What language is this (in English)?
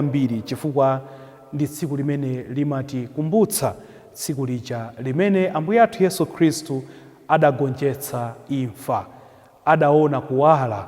Nyanja